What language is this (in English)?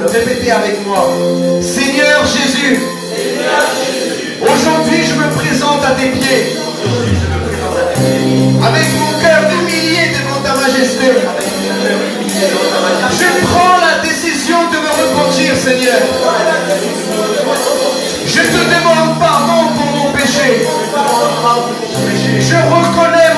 French